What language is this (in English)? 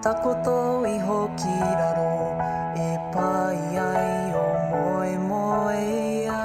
Māori